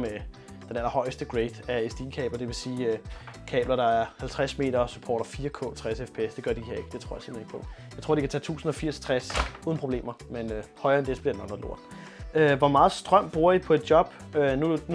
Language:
Danish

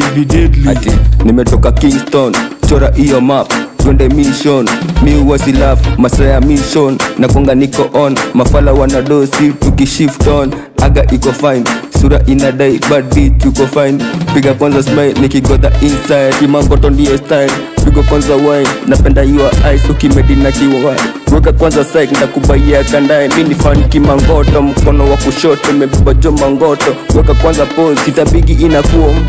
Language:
Swahili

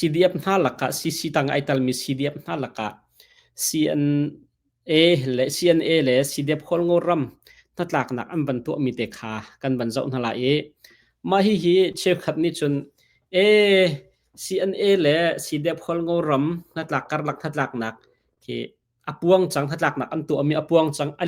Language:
Hakha Chin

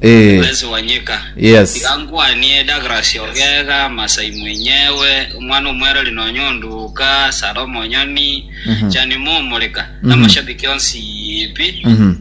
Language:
Gusii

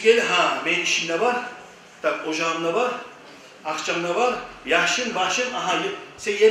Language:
Kumyk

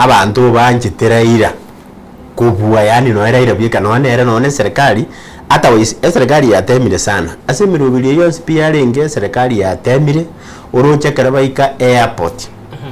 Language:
Gusii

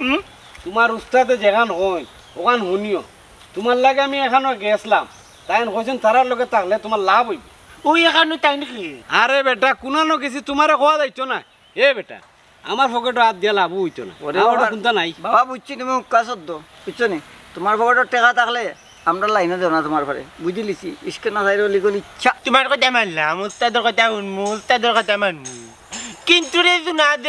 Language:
Sylheti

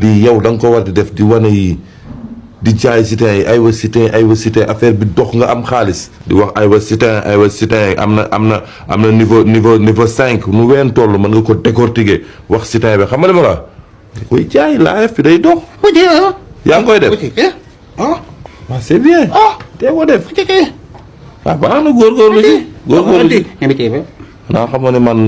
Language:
Wolof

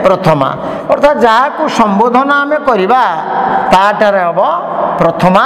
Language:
Odia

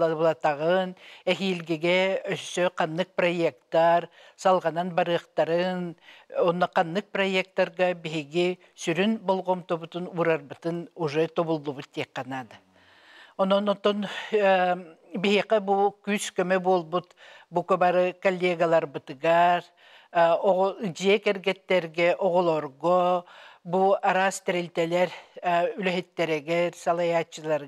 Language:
Yakut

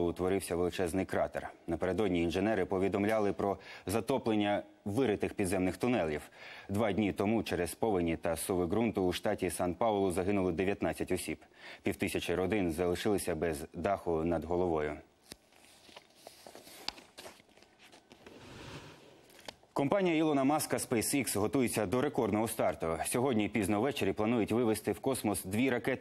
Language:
Ukrainian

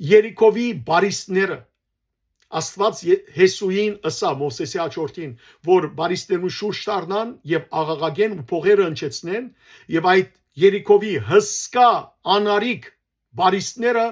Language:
Western Armenian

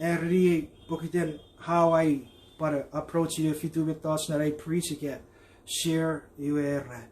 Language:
Chuukese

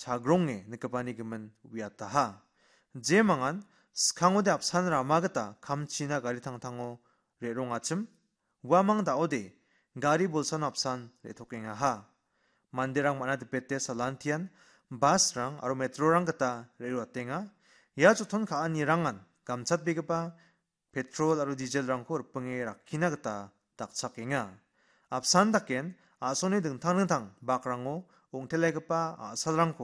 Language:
Garo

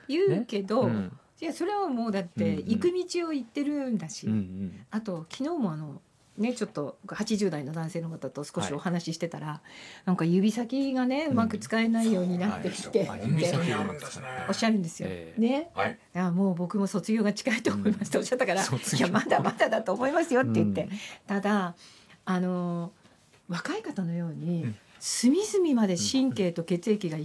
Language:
Japanese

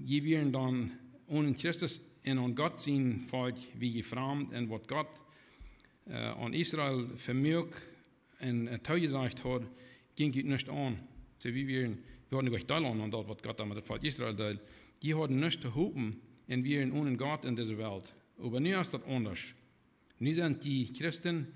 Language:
Plautdietsch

